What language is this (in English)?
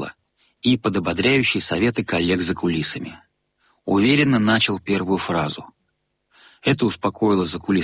Russian